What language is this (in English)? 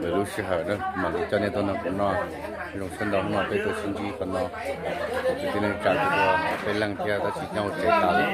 Hmong